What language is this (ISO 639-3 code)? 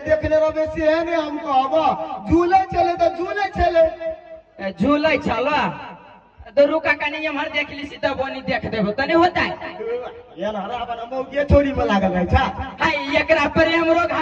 mai